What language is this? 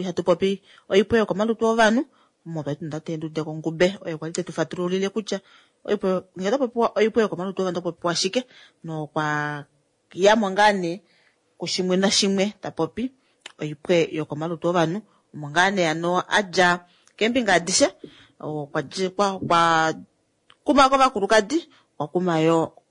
Kuanyama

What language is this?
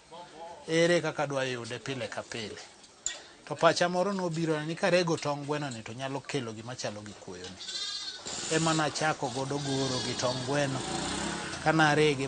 Luo (Kenya and Tanzania)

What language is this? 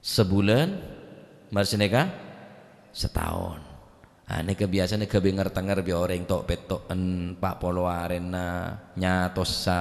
Madurese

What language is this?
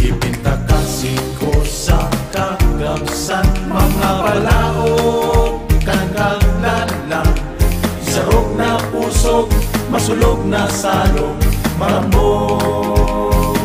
Bikol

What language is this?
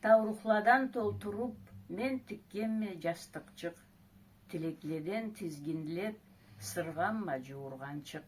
Karachay-Balkar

